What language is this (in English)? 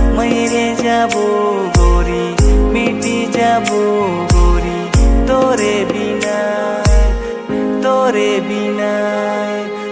Sadri